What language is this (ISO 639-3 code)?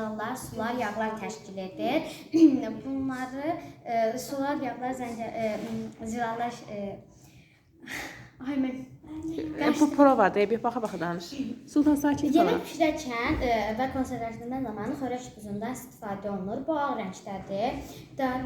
aze